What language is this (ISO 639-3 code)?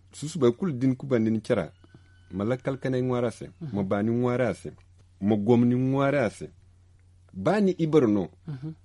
dje